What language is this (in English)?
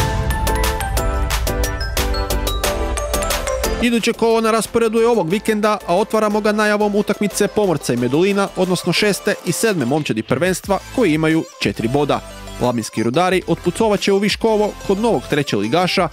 Croatian